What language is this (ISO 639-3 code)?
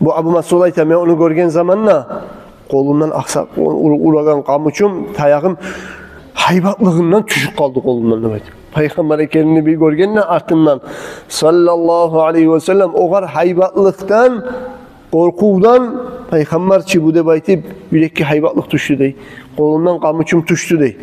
kum